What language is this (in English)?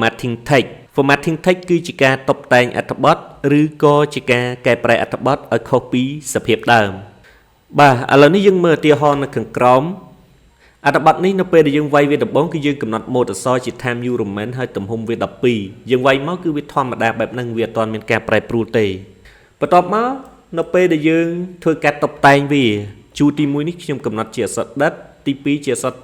Khmer